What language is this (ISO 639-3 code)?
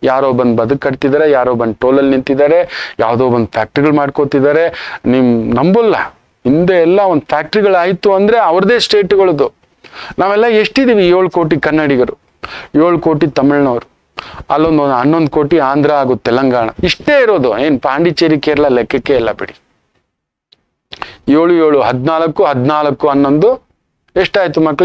kan